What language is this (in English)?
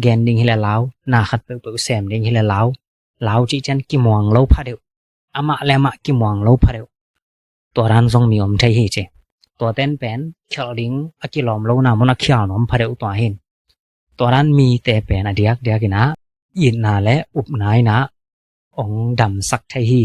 Tedim Chin